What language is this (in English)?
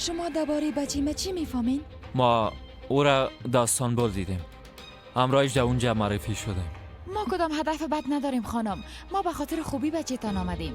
Persian